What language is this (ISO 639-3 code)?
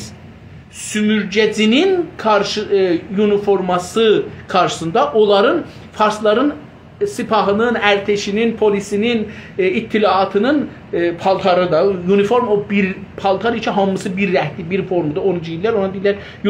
azb